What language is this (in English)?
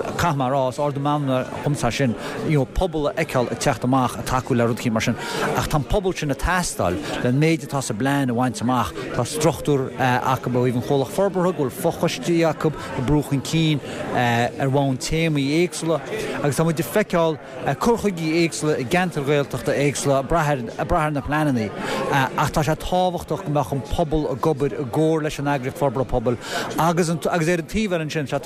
Irish